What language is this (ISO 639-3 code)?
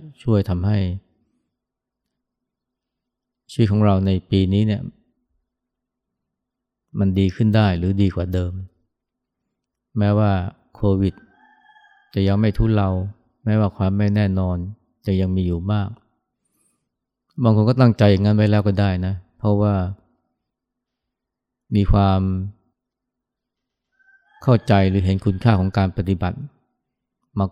tha